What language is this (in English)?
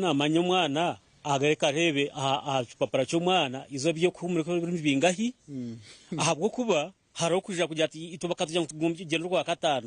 Nyankole